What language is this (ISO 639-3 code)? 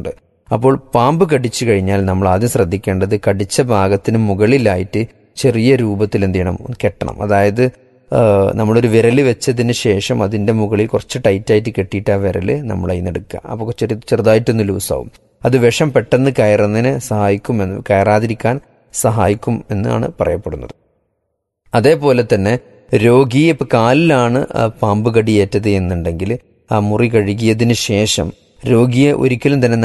mal